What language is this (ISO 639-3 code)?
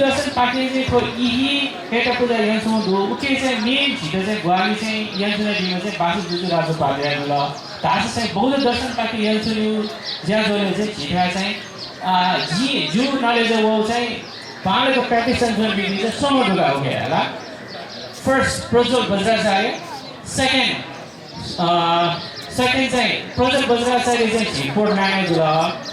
new